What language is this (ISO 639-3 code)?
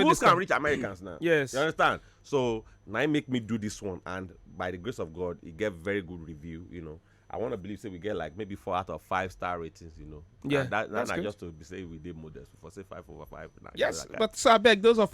pcm